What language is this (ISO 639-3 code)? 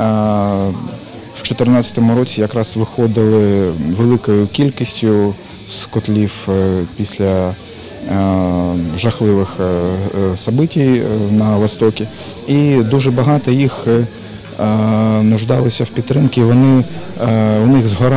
ukr